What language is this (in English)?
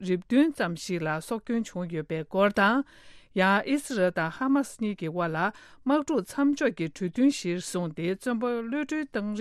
Tibetan